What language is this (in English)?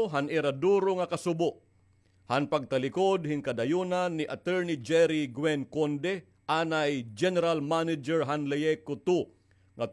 Waray